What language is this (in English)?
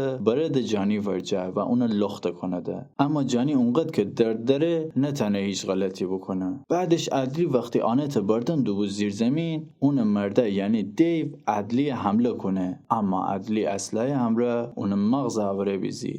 Gilaki